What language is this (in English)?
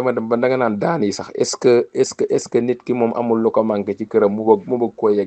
Wolof